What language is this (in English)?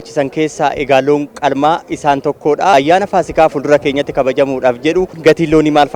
Oromo